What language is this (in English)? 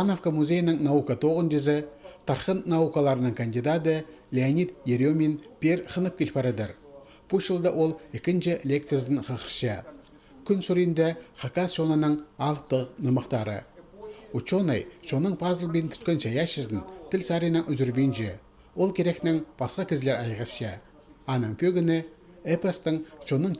Khakas